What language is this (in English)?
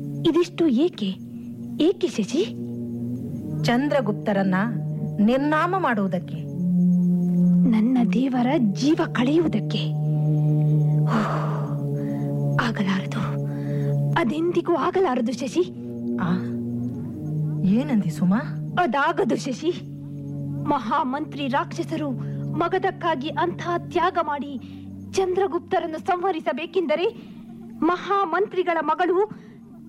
Kannada